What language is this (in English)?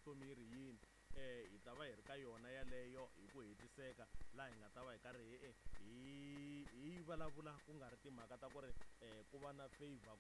Tsonga